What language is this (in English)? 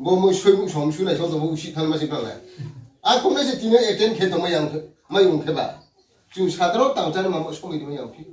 Riang (India)